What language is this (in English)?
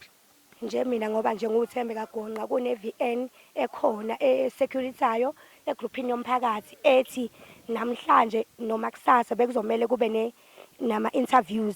Zulu